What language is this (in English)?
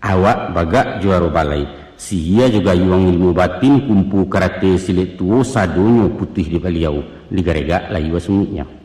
Minangkabau